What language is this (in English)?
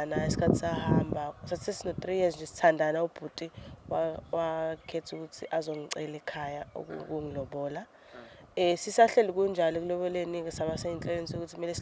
Zulu